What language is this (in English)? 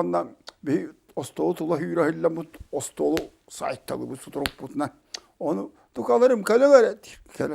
Yakut